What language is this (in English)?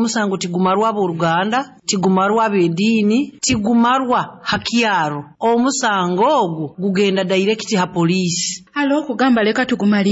Nyoro